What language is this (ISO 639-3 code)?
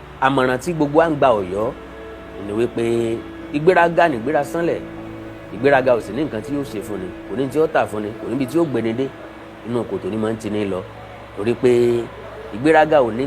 yor